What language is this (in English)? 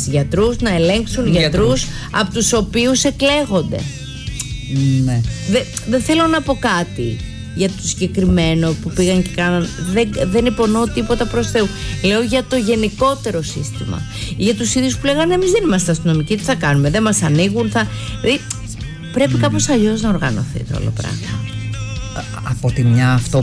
Greek